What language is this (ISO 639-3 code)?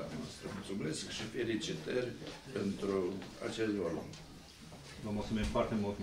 ron